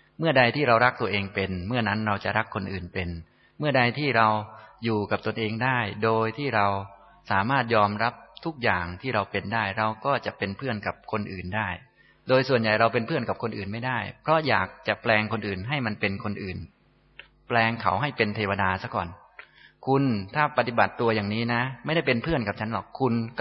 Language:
Thai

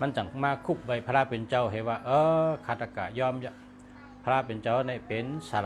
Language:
Shan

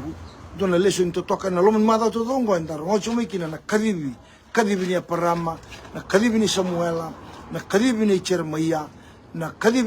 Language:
Fijian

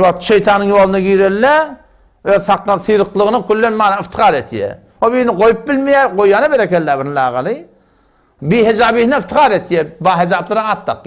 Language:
Turkmen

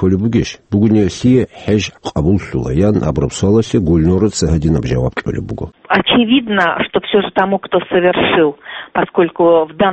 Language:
Avaric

